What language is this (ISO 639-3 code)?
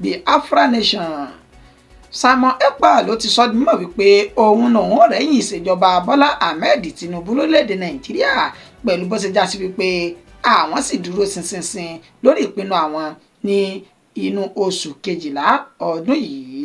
yor